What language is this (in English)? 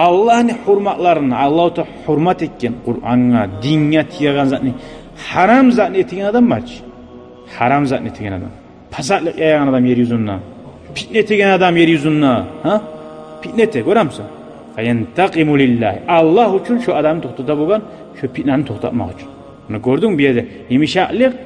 Kumyk